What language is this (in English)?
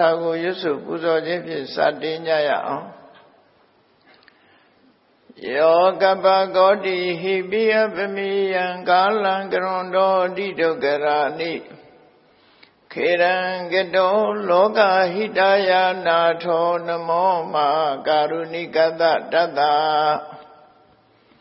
Burmese